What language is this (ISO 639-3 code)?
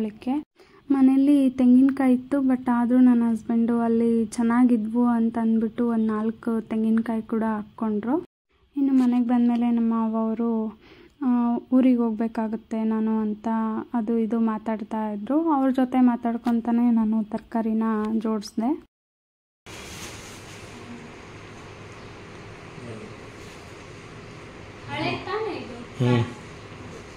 kan